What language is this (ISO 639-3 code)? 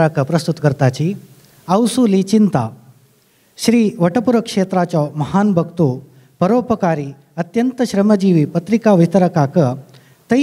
kok